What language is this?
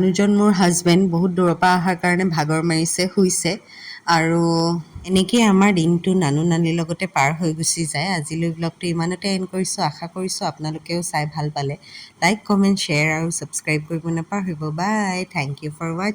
Assamese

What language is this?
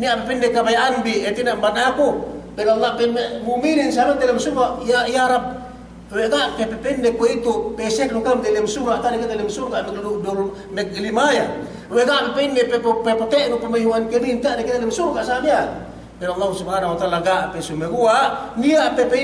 Yakan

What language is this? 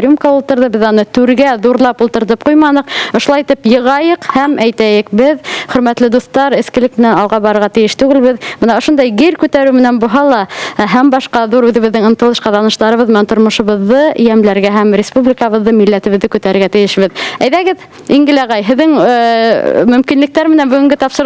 Bashkir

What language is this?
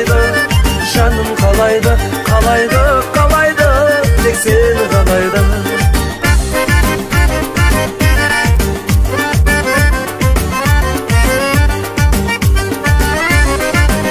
Kazakh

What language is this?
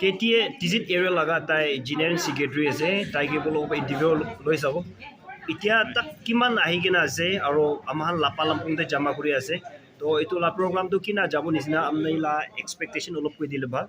Naga Pidgin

